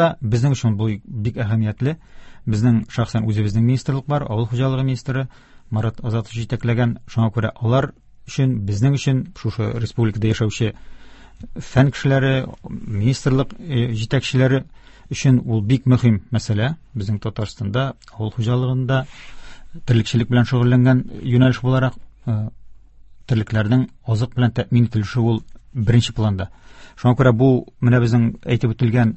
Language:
Tatar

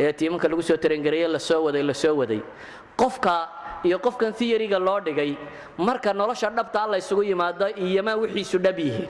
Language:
Somali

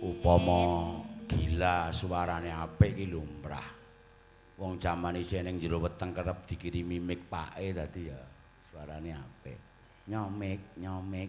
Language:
Javanese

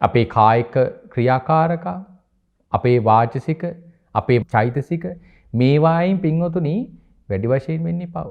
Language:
Sinhala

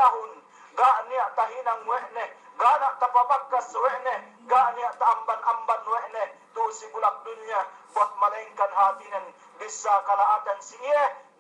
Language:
Yakan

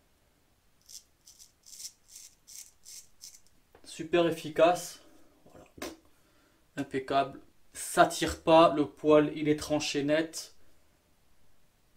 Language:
French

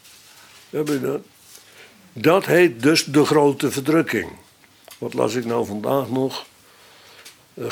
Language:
Dutch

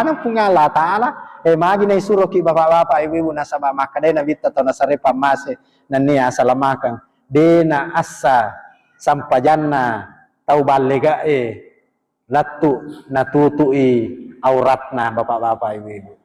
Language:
Buginese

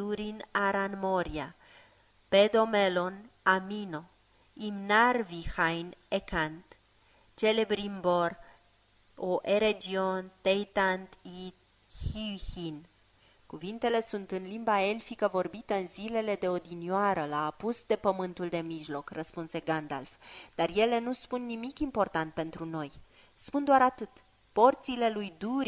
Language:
Romanian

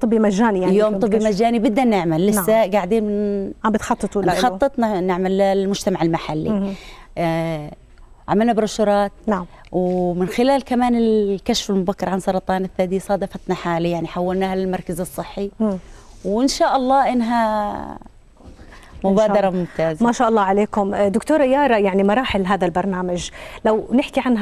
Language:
South Levantine Arabic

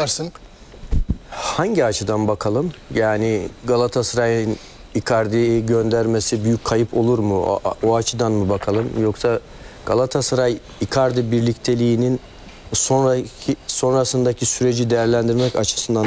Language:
Turkish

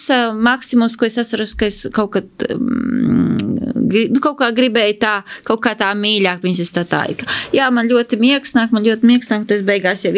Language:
Latvian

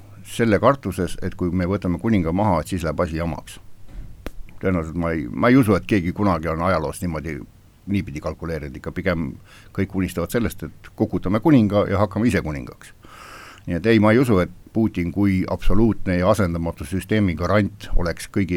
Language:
Estonian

